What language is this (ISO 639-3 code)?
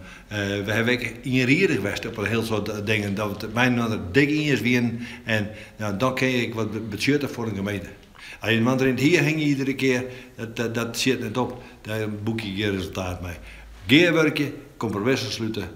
fry